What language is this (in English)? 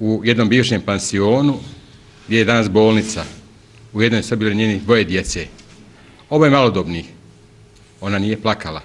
Bosnian